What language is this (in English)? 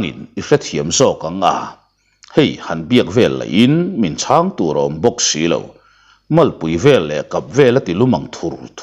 Mizo